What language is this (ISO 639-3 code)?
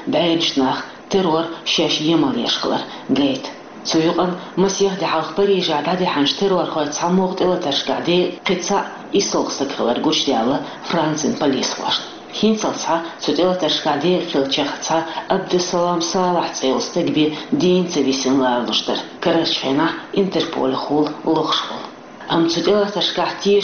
che